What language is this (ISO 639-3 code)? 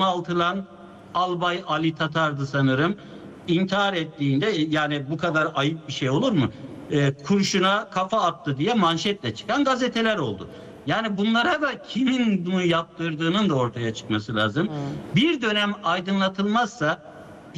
tur